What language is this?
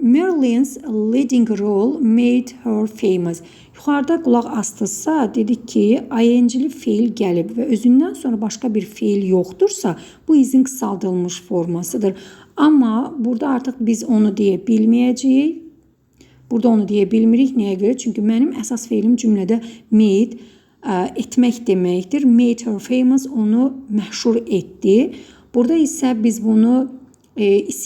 Azerbaijani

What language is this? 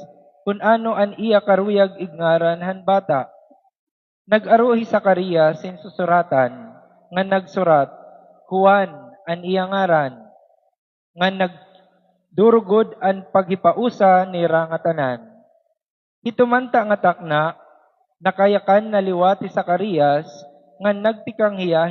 Waray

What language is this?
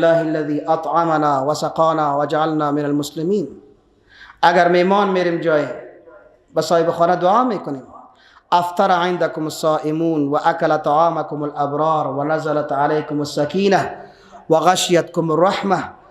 Persian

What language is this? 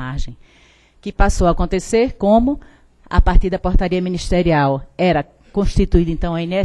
Portuguese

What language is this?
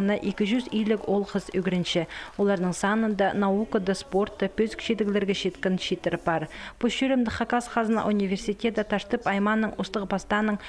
Khakas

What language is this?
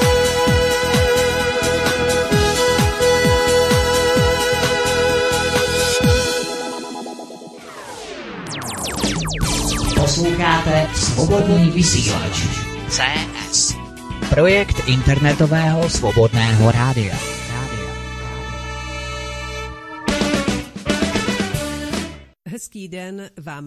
Czech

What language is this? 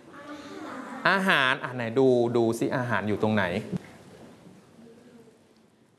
Thai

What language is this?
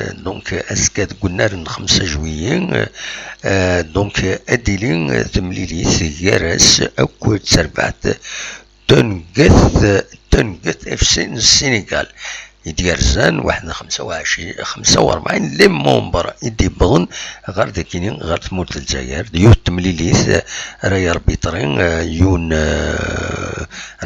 Kabyle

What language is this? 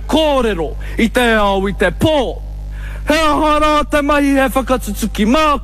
Māori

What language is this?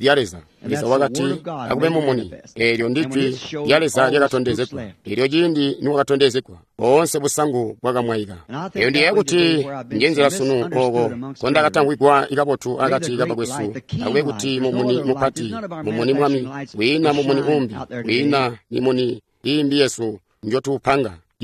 Tonga (Zambia)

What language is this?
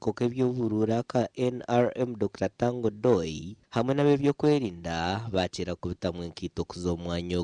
Nyankole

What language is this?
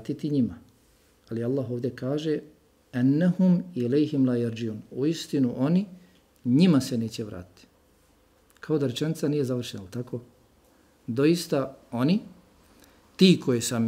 Bosnian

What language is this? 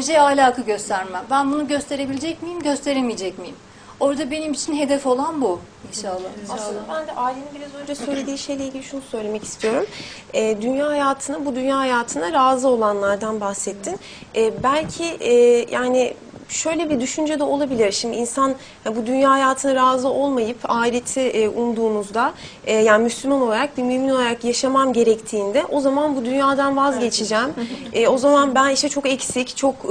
Turkish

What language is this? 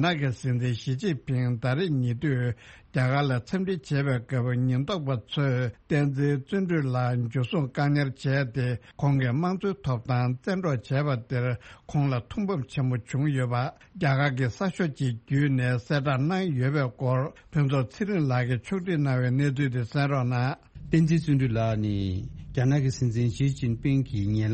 Tibetan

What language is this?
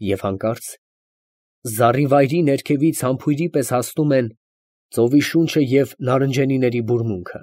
Armenian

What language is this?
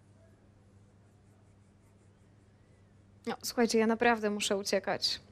Polish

